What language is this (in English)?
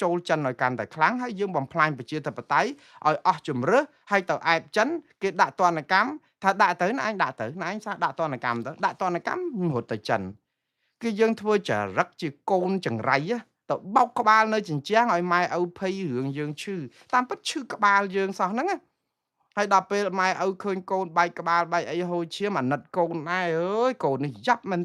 Khmer